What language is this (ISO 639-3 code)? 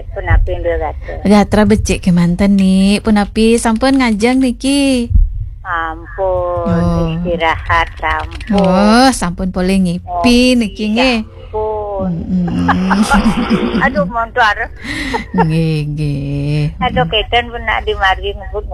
ban